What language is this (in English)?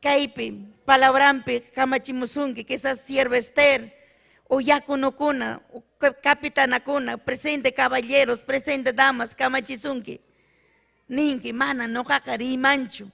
Ayacucho Quechua